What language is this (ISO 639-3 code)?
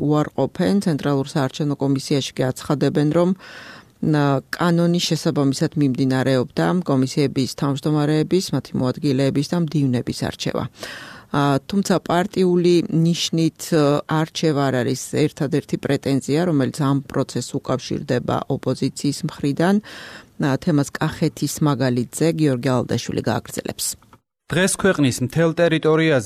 kat